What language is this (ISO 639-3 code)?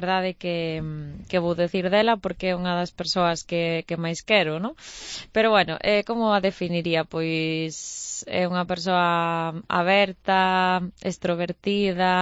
glg